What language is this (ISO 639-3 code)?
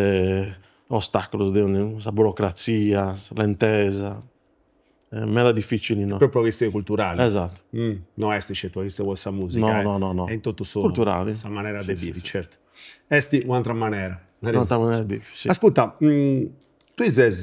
srd